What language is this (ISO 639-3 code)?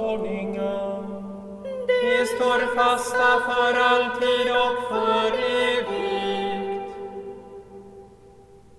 swe